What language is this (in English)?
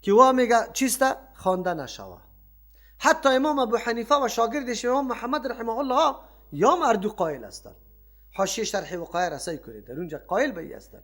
Persian